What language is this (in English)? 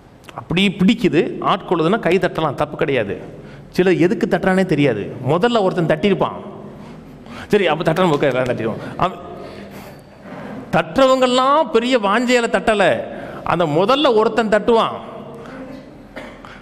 Tamil